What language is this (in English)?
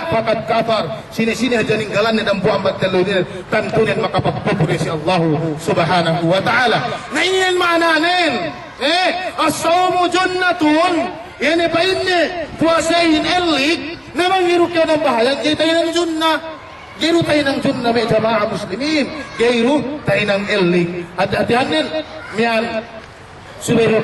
Yakan